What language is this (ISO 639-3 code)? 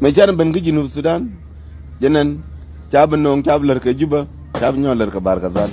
nus